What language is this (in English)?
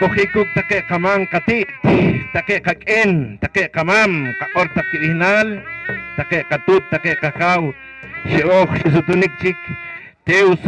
Poqomchi'